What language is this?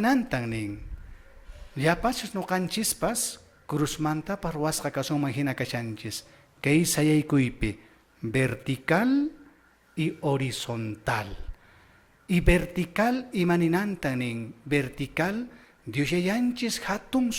Quechua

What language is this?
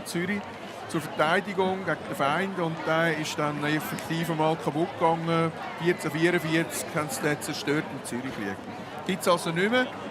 Swiss German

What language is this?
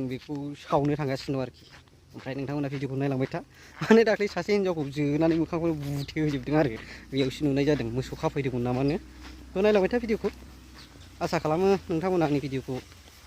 Bodo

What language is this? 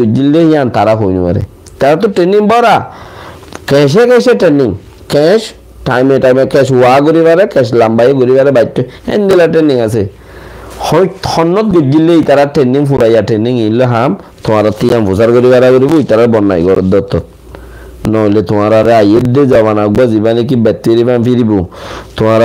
Rohingya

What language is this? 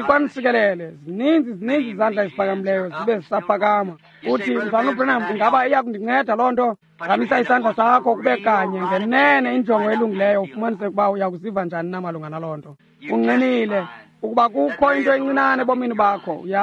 Xhosa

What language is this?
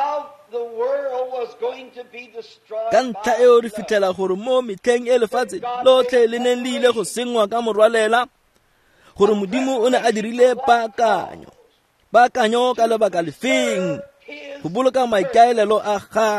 Tswana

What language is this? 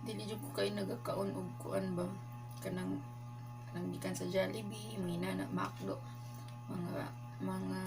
Cebuano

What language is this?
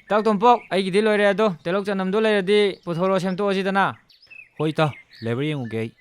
Manipuri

